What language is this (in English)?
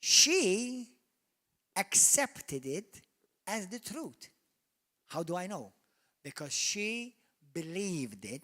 English